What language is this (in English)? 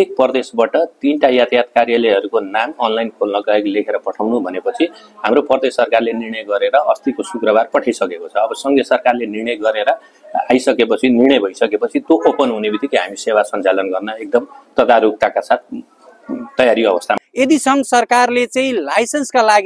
Nepali